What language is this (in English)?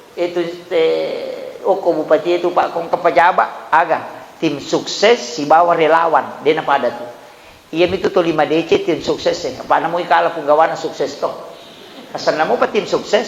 Buginese